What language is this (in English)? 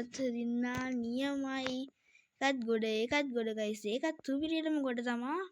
Sinhala